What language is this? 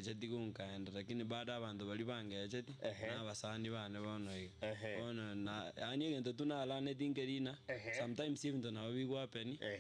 Gusii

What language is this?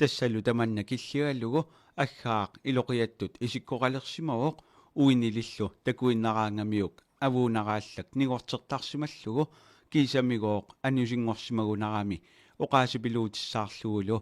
Kalaallisut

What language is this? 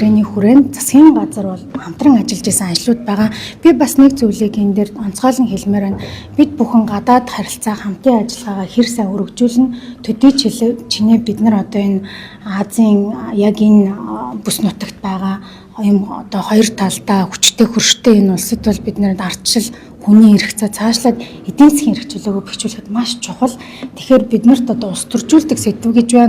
Mongolian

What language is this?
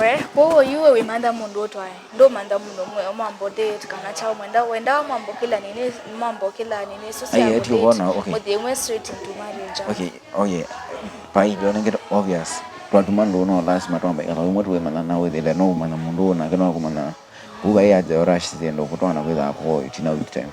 Kamba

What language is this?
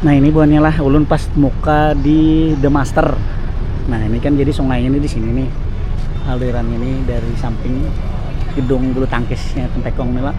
Banjar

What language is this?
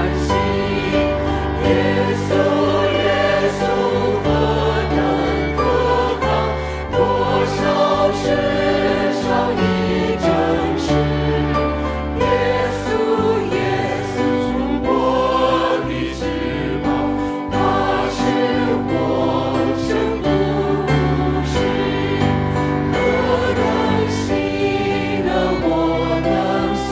Chinese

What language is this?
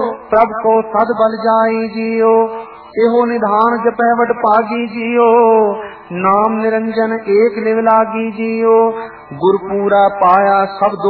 Punjabi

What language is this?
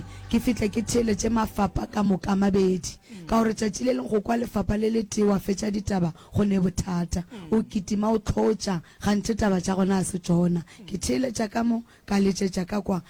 Northern Sotho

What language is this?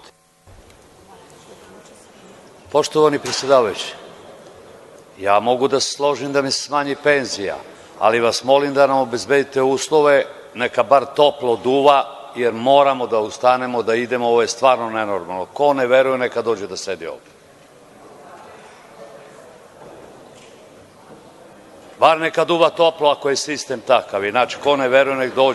Serbian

